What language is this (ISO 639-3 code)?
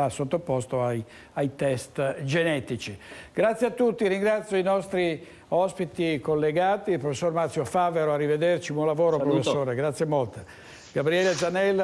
ita